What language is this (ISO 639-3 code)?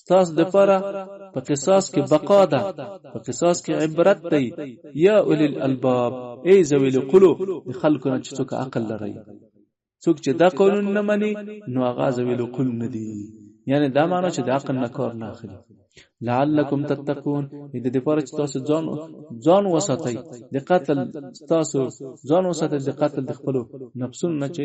pus